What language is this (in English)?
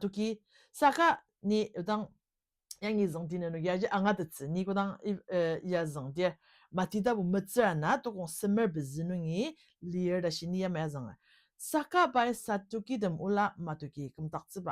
Ao Naga